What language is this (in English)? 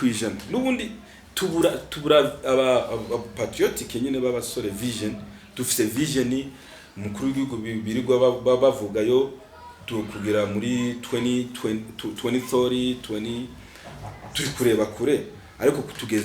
Rundi